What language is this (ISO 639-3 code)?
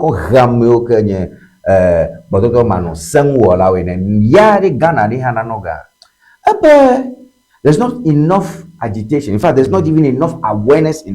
ewe